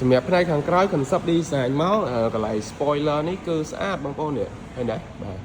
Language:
Khmer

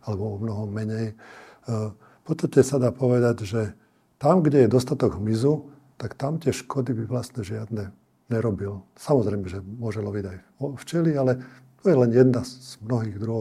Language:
Slovak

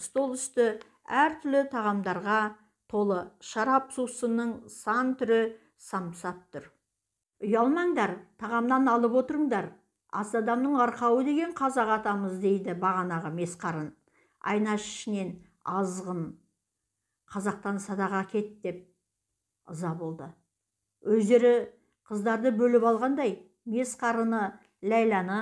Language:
Kazakh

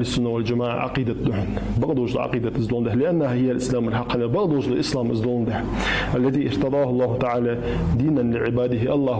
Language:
Ingush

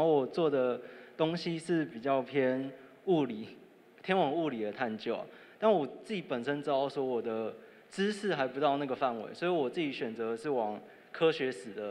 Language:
Chinese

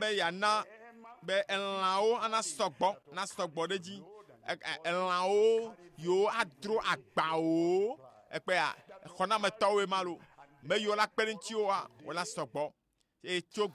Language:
Ewe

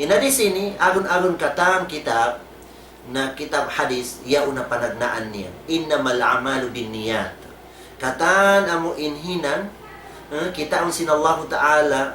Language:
Tausug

